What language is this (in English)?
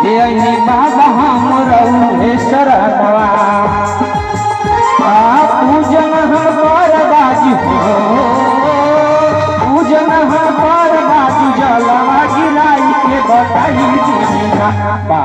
Bhojpuri